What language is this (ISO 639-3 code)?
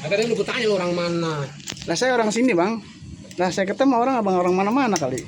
bew